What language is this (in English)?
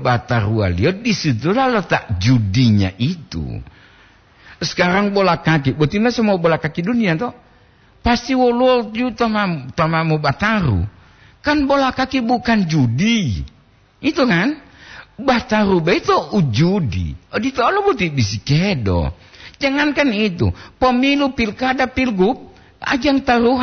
Gorontalo